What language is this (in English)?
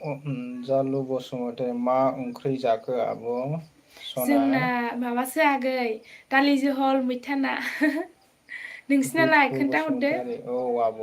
Bodo